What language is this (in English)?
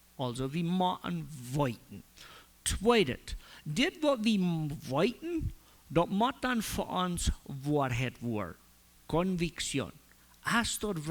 Plautdietsch